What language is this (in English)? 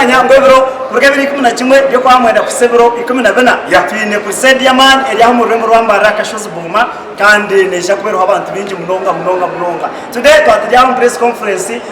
Nyankole